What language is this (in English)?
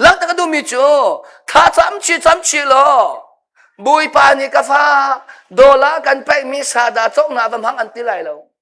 Hakha Chin